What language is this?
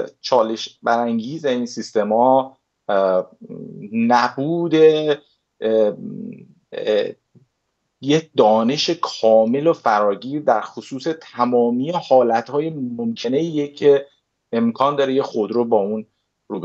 Persian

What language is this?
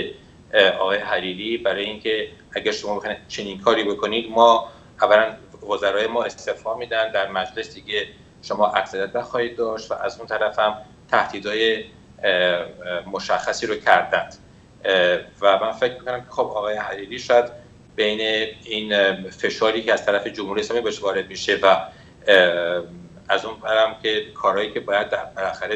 Persian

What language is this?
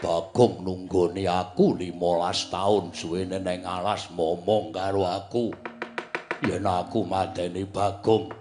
Javanese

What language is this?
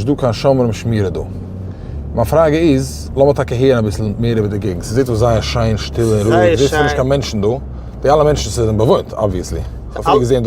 Yiddish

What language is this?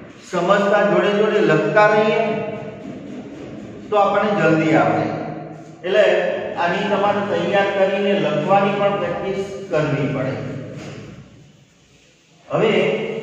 Gujarati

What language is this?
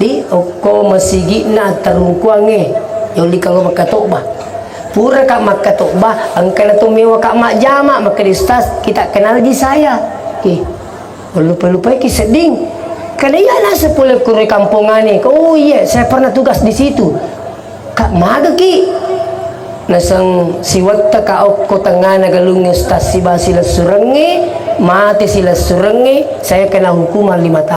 Buginese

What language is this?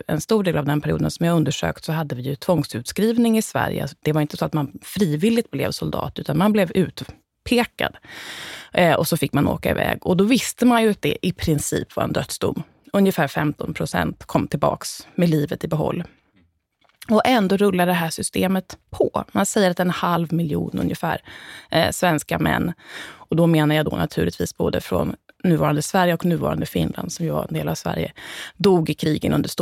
Swedish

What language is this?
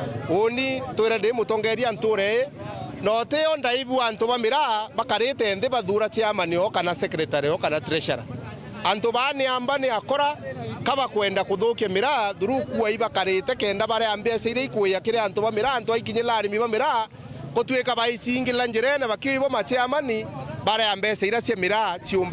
Meru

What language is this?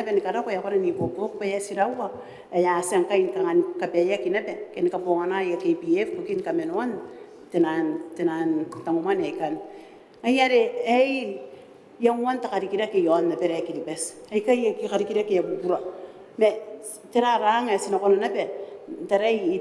Gilbertese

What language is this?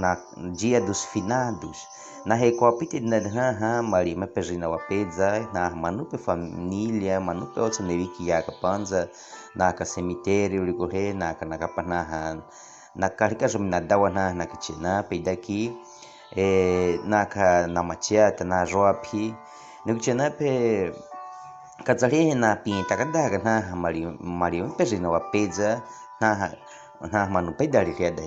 Baniwa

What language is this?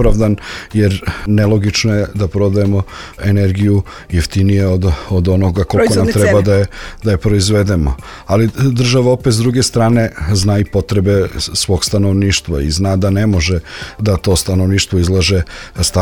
Serbian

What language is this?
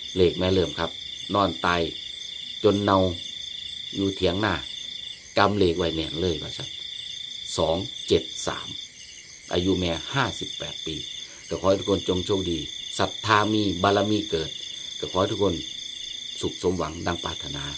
Northeastern Thai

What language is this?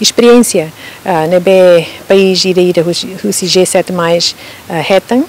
Tetum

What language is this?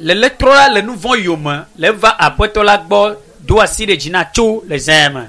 Ewe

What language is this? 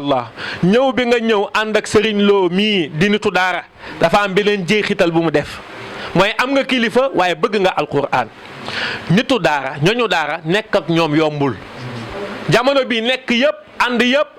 Wolof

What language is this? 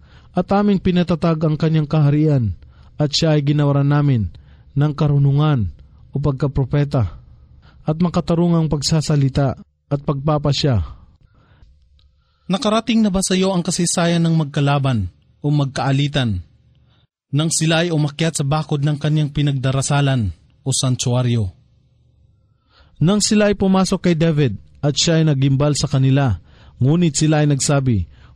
Filipino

